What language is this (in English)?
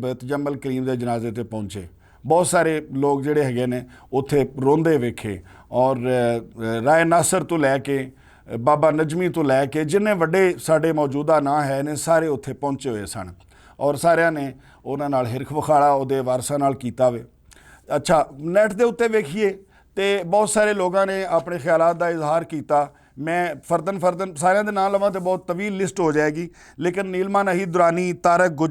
Western Panjabi